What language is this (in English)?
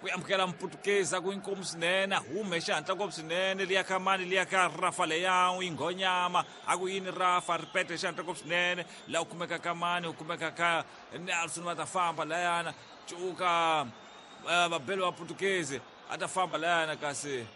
Tsonga